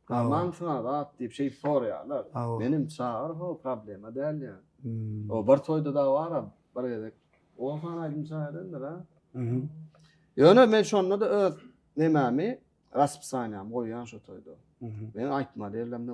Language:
Turkmen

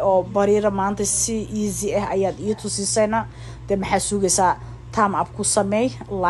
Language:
Somali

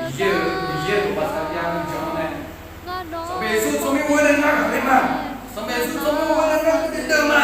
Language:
Akha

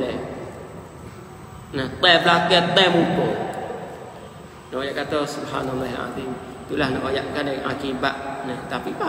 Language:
Malay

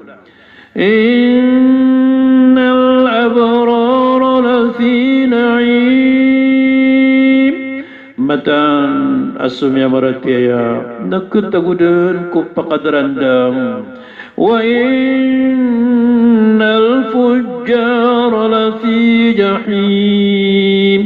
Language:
Maranao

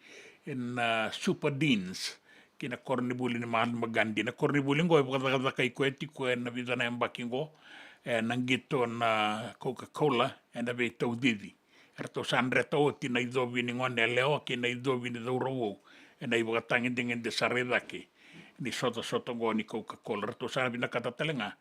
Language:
Fijian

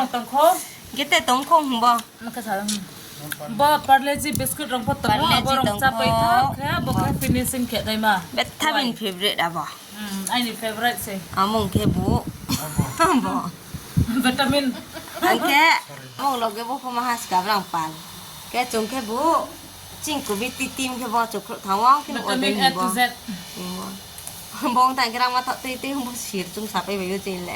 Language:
Riang (India)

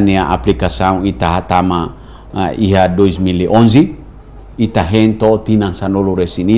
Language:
Tetum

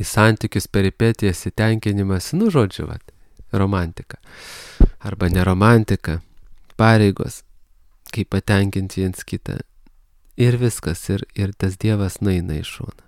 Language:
Lithuanian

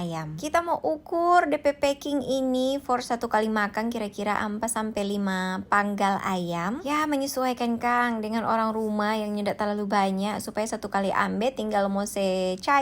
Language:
Manado Malay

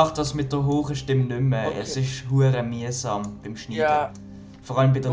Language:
Swiss German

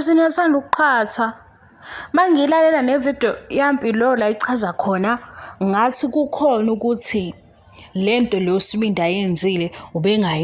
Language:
Zulu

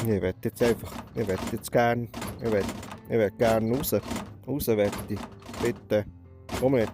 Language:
Swiss German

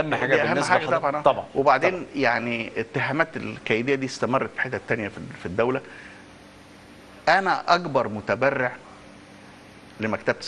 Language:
Egyptian Arabic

